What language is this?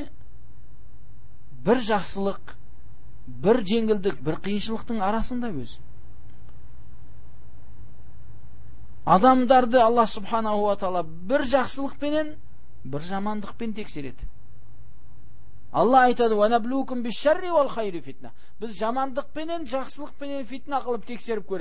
Kazakh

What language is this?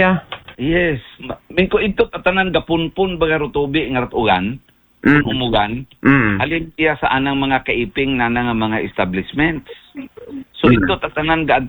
Aklanon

